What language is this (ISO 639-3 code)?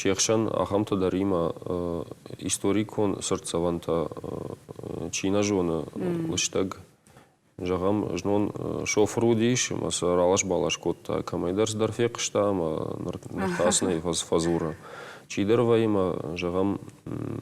oss